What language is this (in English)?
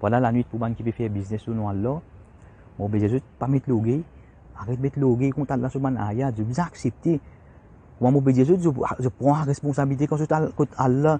Morisyen